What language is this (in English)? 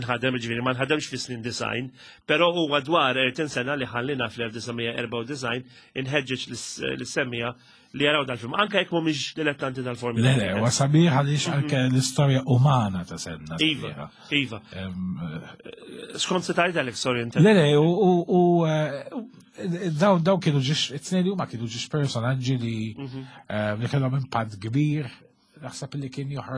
Maltese